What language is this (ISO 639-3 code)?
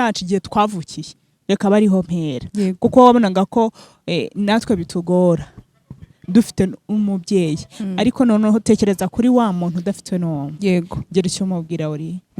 kin